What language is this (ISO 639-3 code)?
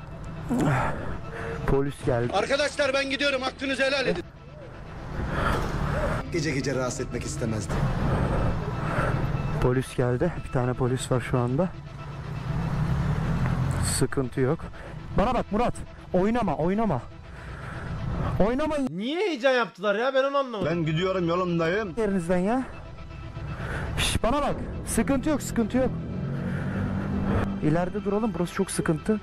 tur